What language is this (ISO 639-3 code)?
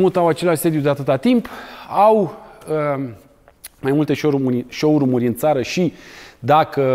ron